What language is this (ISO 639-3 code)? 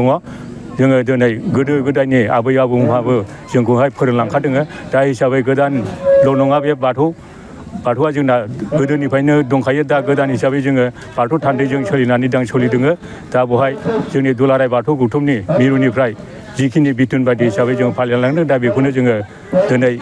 brx